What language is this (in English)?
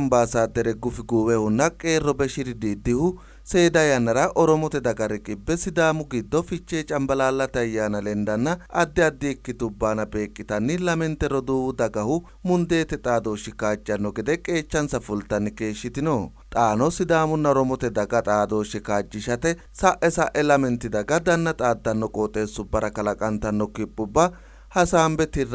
Sidamo